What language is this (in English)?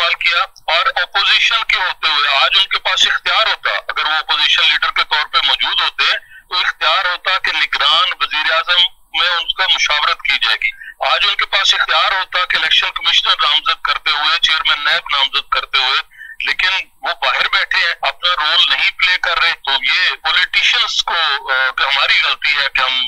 Urdu